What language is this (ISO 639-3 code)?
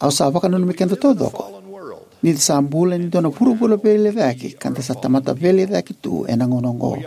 fij